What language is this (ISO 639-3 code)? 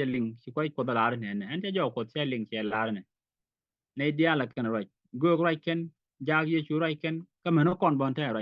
nus